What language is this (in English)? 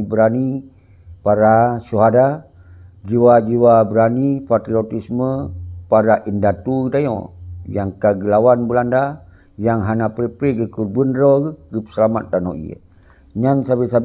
Achinese